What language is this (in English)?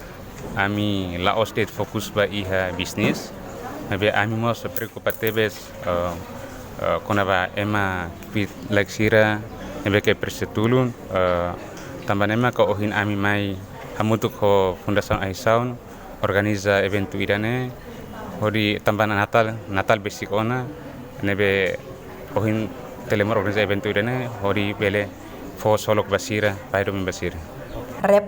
Tetum